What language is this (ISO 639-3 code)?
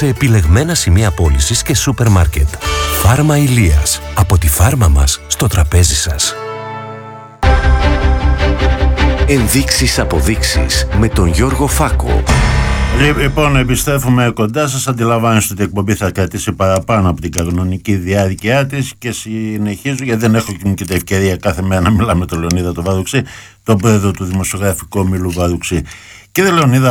ell